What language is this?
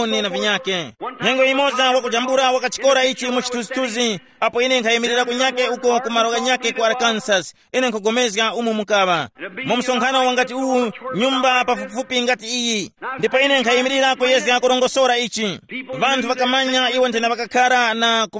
Tumbuka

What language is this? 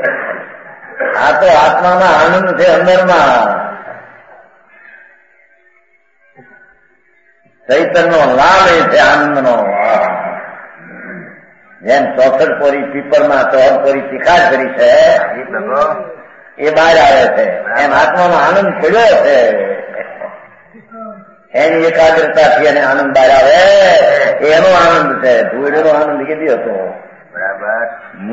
Gujarati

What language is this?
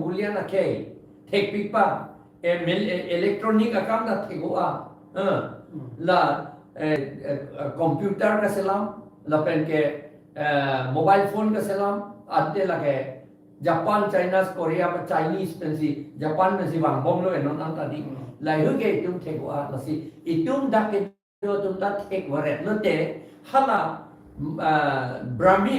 Karbi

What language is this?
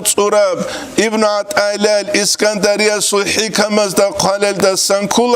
Avaric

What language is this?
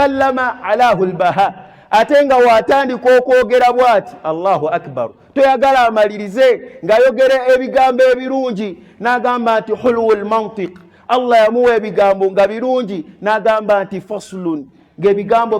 Ganda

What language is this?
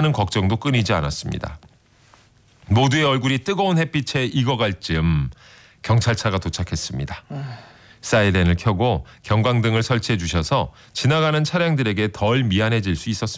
Korean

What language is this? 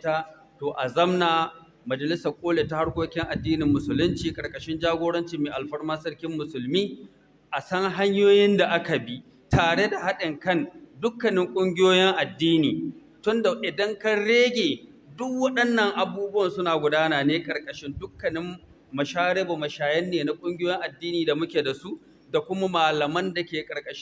Hausa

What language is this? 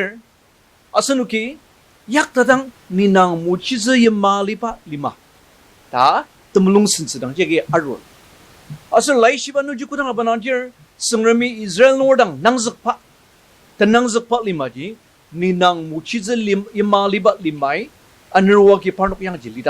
Ao Naga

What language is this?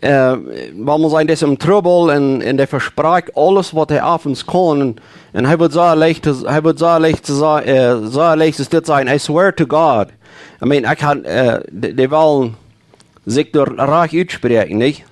Plautdietsch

